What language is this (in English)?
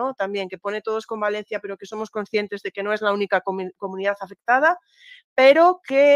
Spanish